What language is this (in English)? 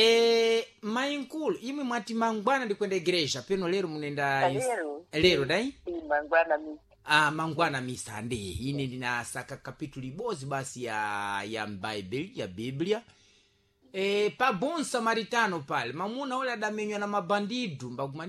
Sena